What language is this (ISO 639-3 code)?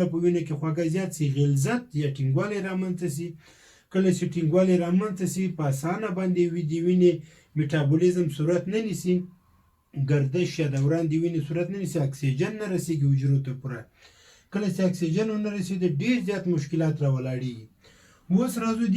pus